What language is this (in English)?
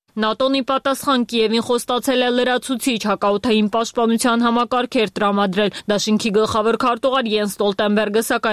Armenian